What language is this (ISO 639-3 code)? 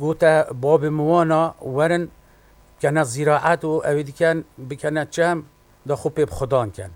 kur